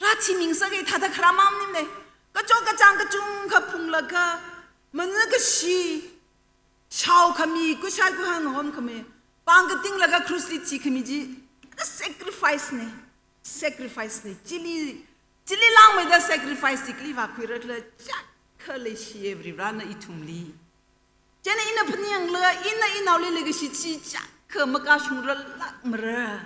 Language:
Tangkhul Naga (India)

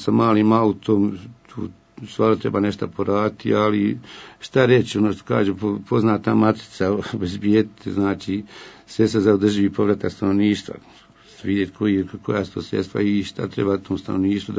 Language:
Bosnian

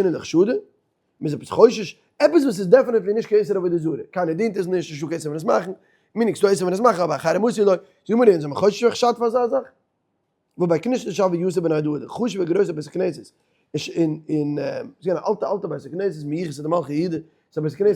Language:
Yiddish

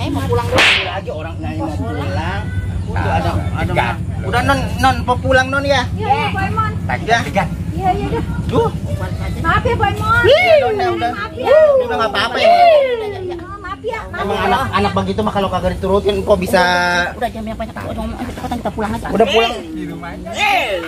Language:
Betawi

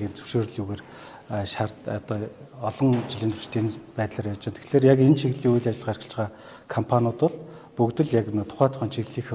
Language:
Mongolian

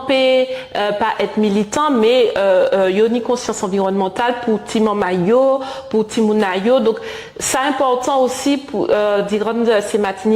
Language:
Guadeloupean Creole French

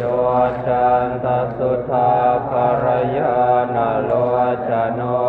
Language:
Pali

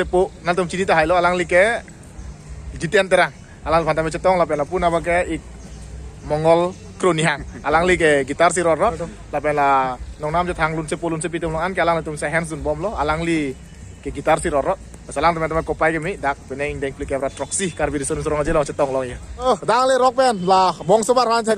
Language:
Karbi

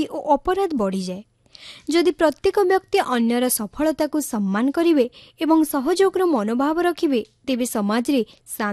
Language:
Odia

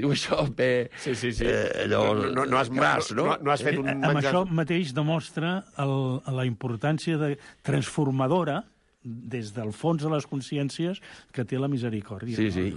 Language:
Catalan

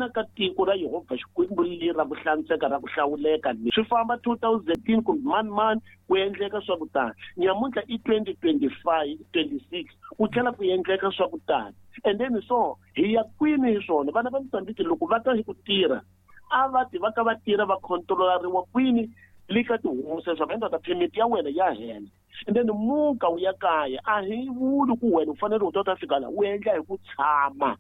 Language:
Tsonga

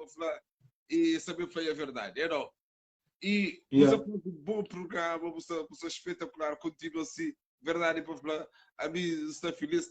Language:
Kabuverdianu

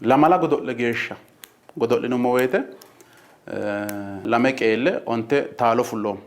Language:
Sidamo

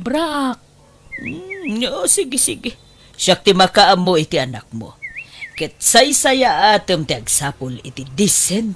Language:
Iloko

